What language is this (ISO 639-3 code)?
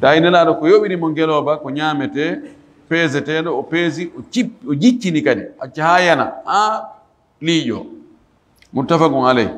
ful